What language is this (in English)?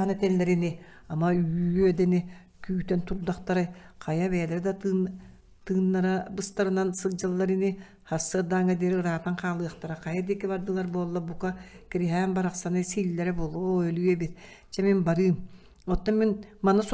Yakut